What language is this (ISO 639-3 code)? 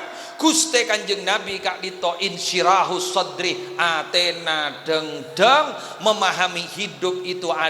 mad